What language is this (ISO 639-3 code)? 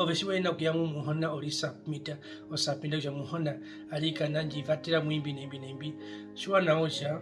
her